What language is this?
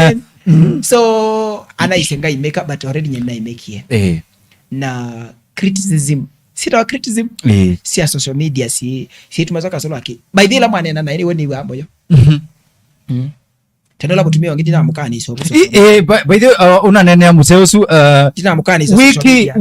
Kamba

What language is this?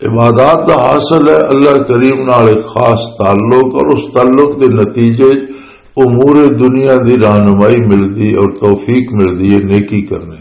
Western Panjabi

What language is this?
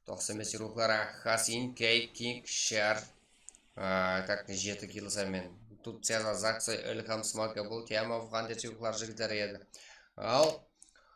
Kara-Kalpak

